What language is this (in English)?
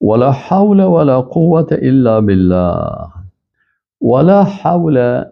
Persian